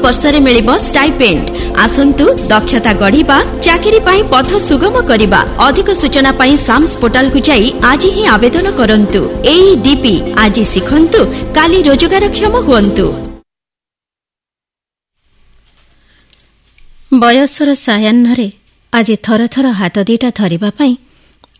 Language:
Odia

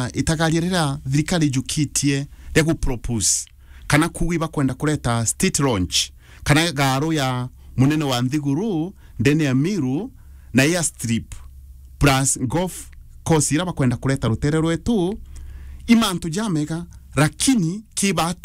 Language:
Meru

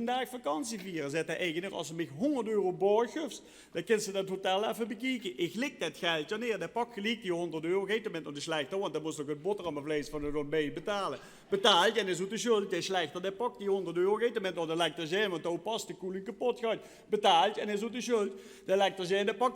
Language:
Limburgish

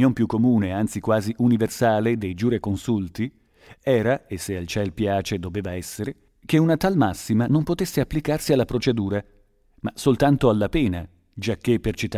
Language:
Italian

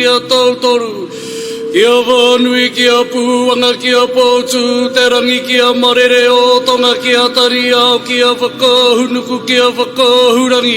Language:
Māori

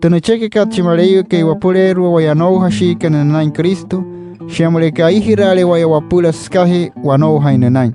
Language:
Wayuu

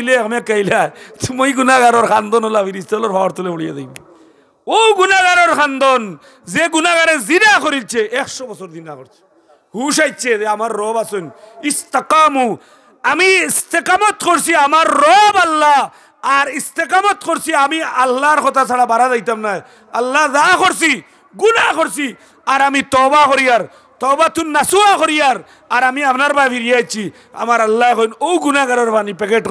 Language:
Sylheti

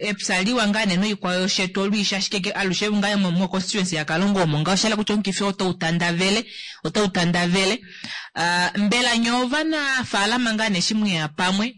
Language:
Kuanyama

